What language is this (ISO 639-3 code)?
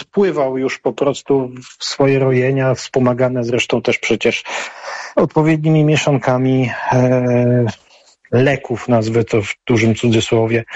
pol